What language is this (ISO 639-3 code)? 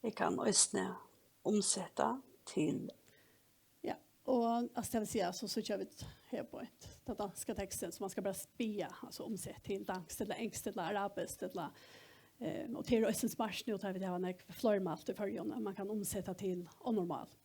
fao